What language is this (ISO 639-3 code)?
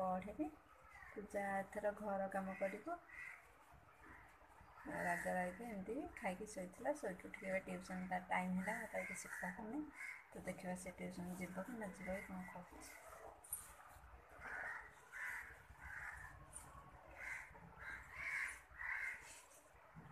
ori